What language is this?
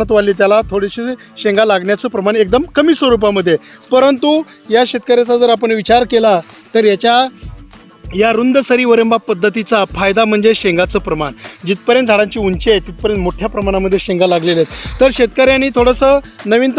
Marathi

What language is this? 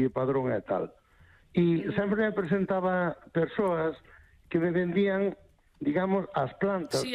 Galician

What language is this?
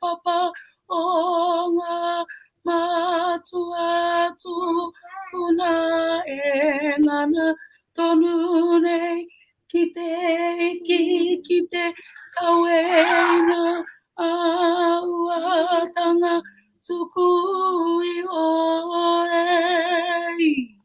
Māori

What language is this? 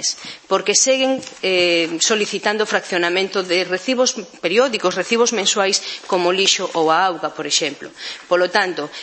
Galician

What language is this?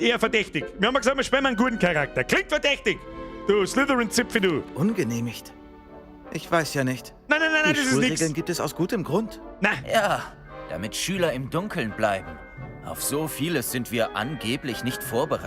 Bavarian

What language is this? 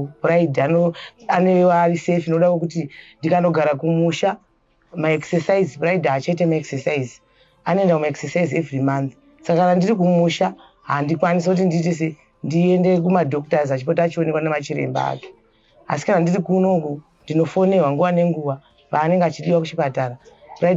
Shona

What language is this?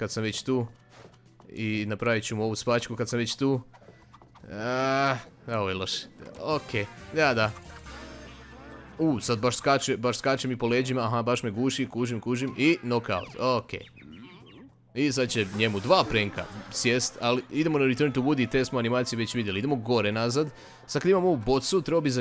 Croatian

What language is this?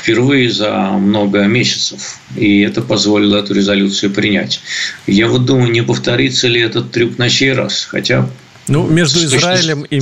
Russian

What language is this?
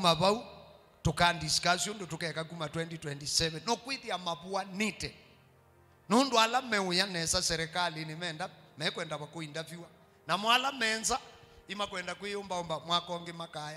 Kamba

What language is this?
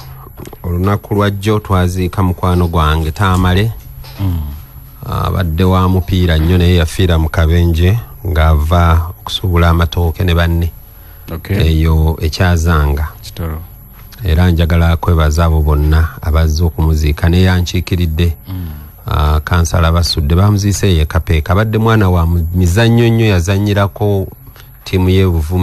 Ganda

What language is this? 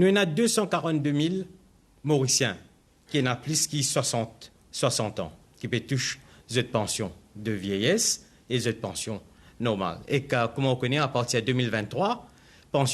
Morisyen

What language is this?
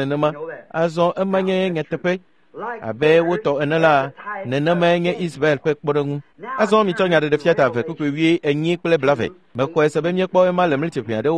Ewe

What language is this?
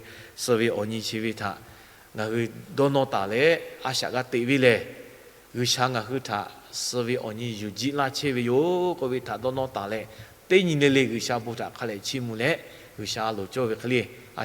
Lahu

